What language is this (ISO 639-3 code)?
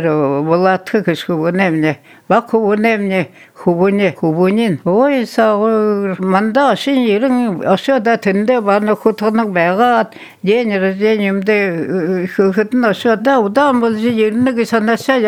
bua